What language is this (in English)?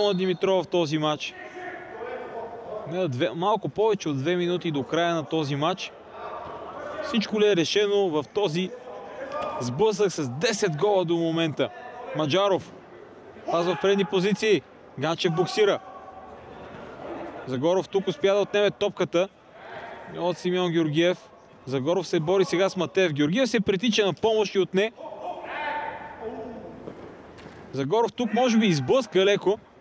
Bulgarian